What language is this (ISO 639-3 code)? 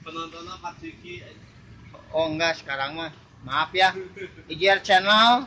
sun